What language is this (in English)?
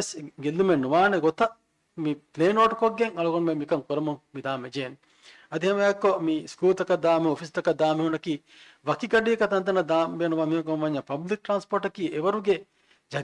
Divehi